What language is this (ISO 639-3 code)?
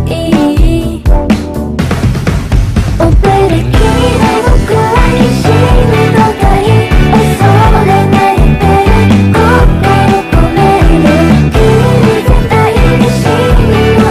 zho